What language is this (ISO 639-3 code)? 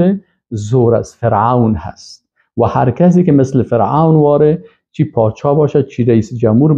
fas